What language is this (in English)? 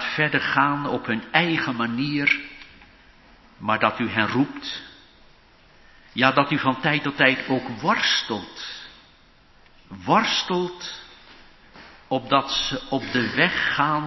Dutch